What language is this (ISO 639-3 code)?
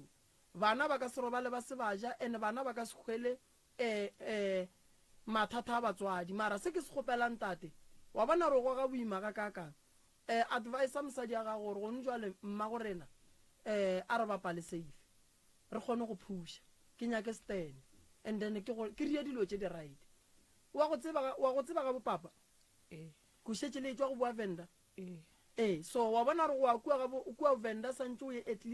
nso